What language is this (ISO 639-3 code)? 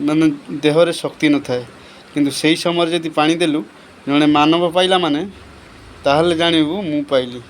ori